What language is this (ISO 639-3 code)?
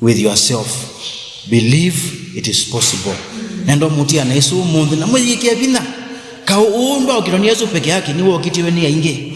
kam